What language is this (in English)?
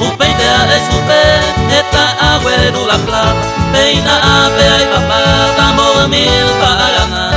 Guarani